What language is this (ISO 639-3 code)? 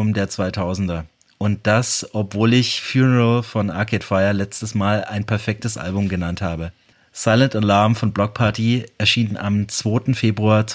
deu